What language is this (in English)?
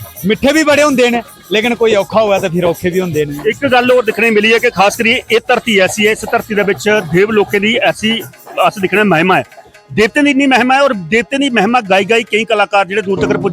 Dogri